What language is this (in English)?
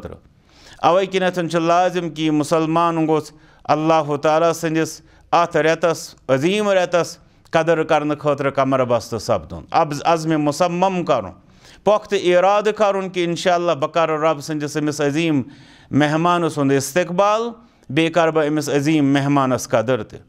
Kashmiri